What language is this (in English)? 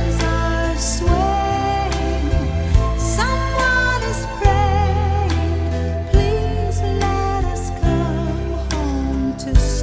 Hiligaynon